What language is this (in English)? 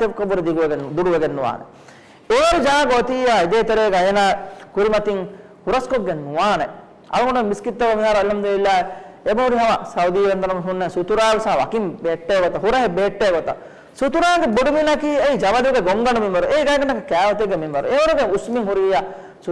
Divehi